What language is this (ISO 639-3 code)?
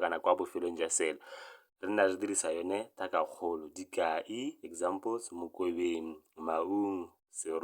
tsn